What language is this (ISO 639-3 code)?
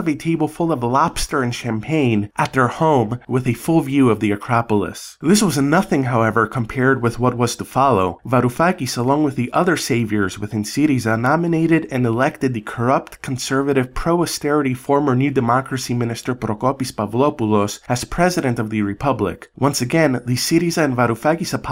eng